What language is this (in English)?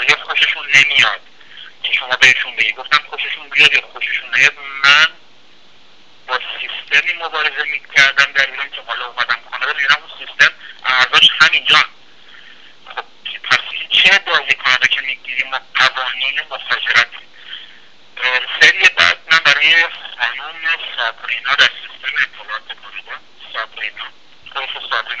Persian